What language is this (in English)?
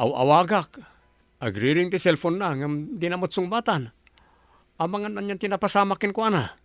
Iloko